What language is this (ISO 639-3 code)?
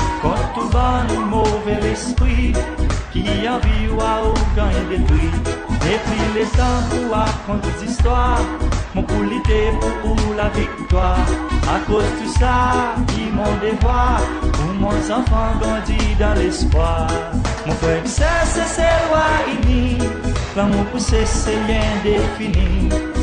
crs